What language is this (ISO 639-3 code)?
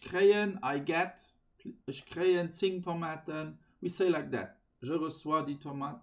ltz